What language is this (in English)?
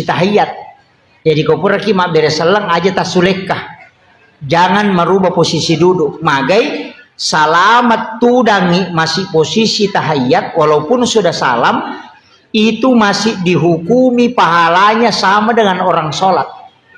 Buginese